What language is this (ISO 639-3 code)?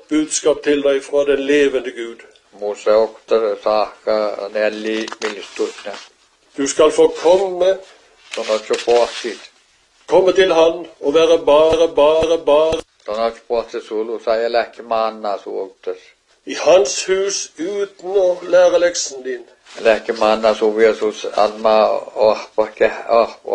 nor